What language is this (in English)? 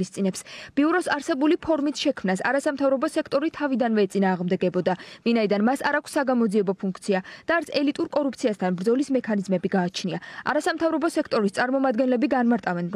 Georgian